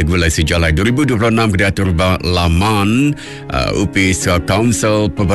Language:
Iban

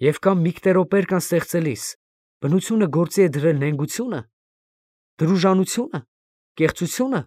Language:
Armenian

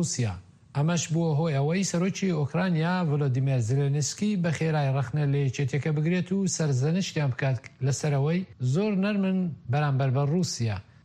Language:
Central Kurdish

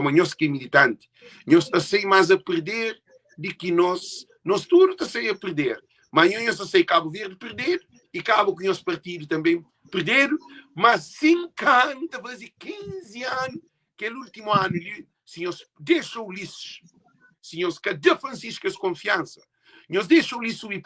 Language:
Kabuverdianu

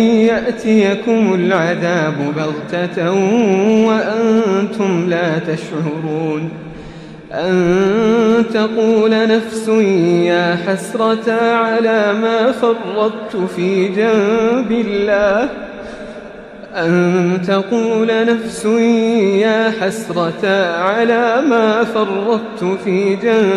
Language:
Arabic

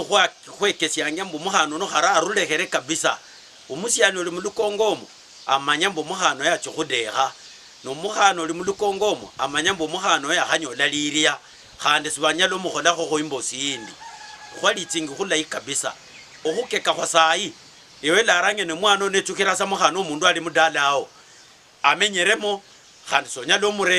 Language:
Luyia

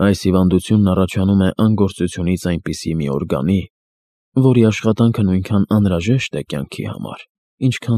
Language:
Armenian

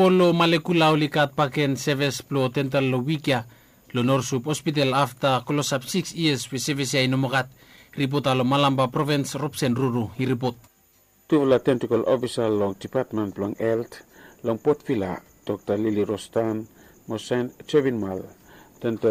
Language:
Bislama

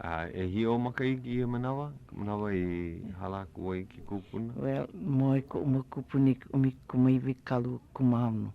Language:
Hawaiian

